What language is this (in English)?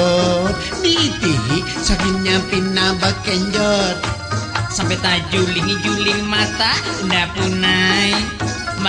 Banjar